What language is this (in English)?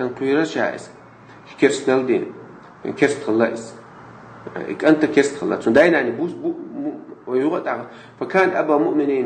Chechen